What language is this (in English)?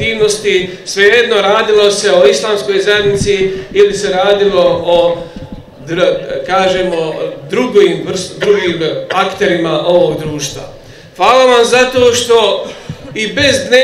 Bosnian